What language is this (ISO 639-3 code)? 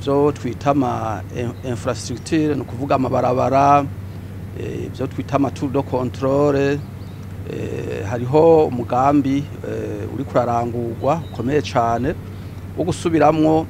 run